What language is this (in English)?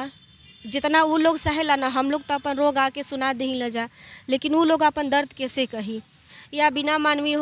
Bhojpuri